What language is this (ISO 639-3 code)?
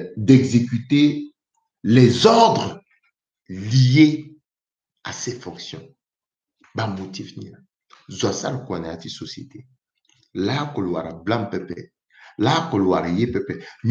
sag